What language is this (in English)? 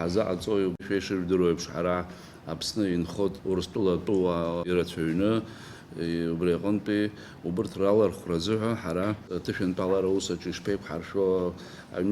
Abkhazian